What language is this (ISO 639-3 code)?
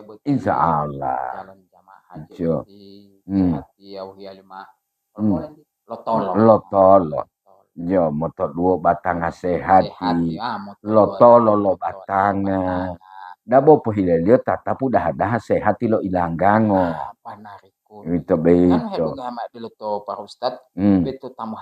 gor